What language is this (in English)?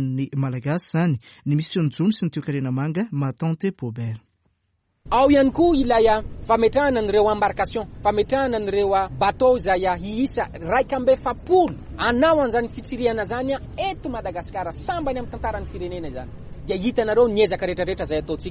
Malagasy